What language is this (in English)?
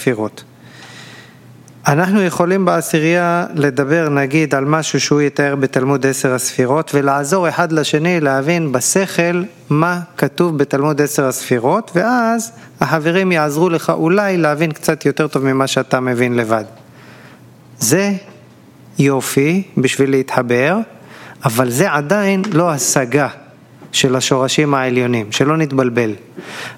Hebrew